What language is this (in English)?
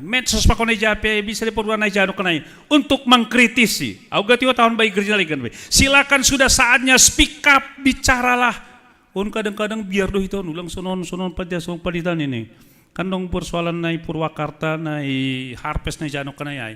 Batak Simalungun